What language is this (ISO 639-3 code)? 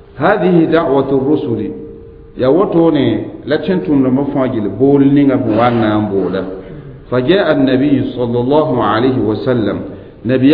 mos